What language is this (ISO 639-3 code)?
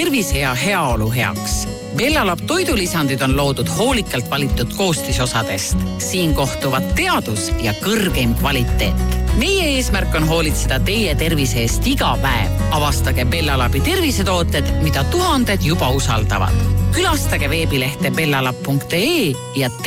est